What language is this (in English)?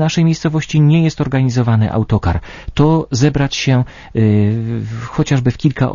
Polish